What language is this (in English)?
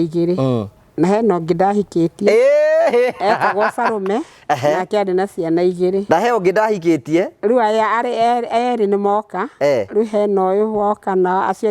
Kikuyu